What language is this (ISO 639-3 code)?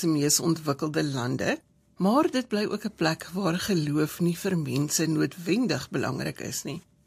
afr